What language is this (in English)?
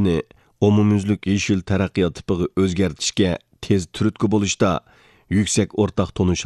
Uyghur